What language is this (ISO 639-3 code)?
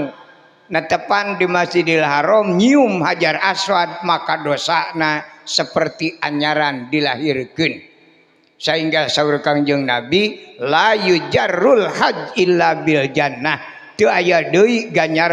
sun